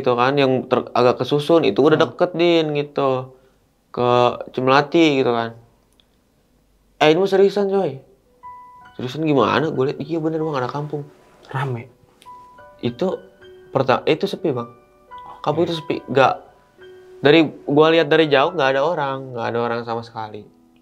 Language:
Indonesian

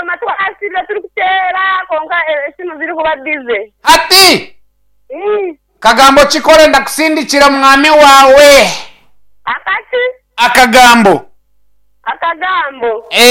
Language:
Nyankole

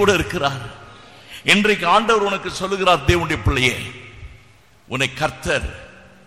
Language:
Tamil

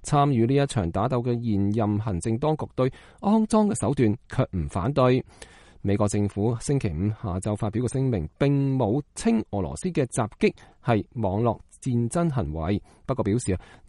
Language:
Cantonese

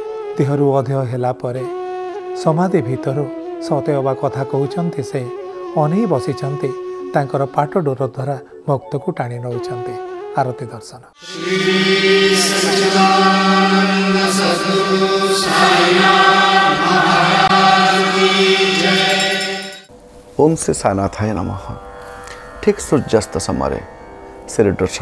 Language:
Odia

